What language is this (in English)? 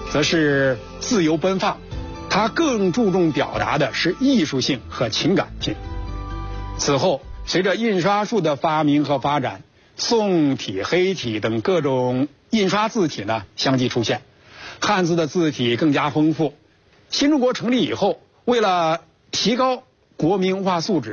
Chinese